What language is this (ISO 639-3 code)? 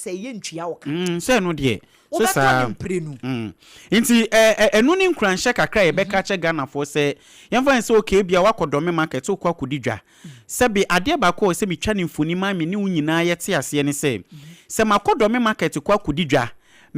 aka